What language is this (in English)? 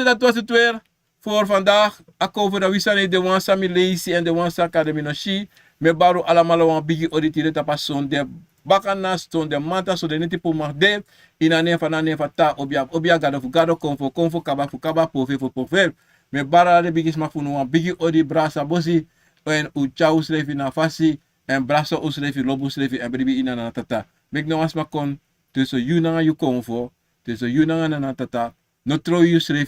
Sranan Tongo